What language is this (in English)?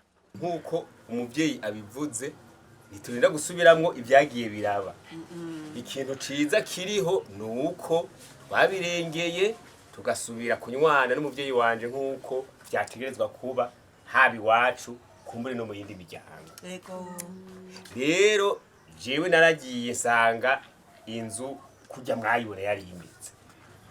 Rundi